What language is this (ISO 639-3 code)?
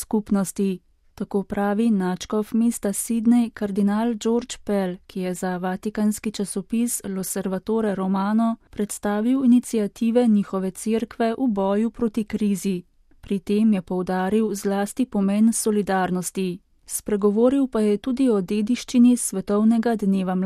slv